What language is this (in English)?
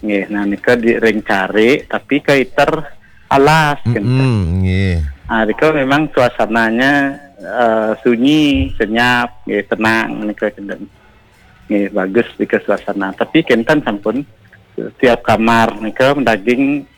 Balinese